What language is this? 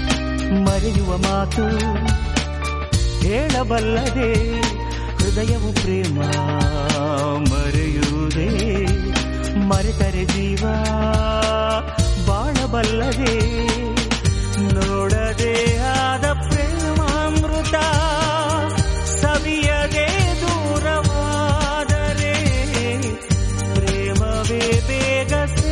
Kannada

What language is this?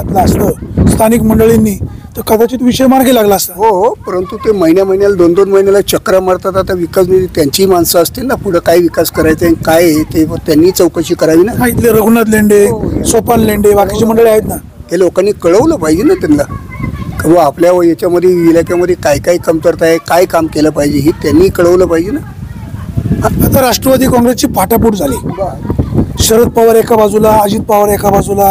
Marathi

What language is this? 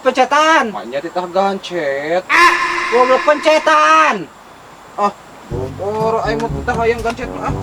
Sundanese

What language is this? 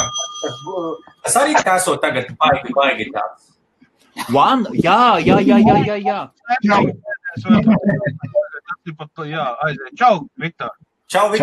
Latvian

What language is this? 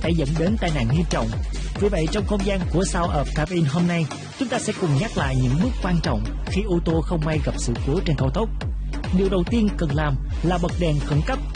Vietnamese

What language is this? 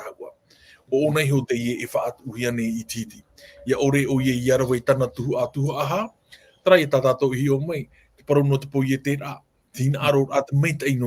Tahitian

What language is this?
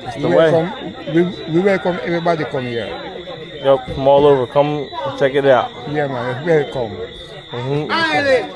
Jamaican Creole English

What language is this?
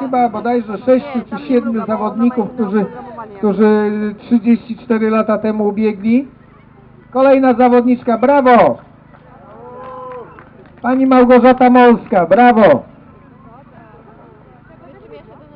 Polish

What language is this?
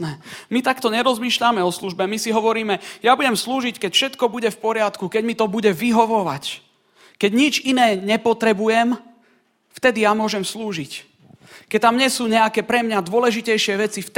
Slovak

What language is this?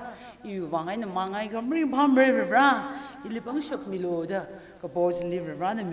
Tangkhul Naga (India)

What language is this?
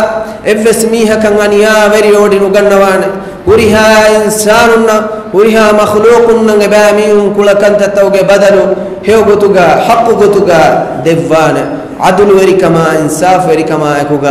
Divehi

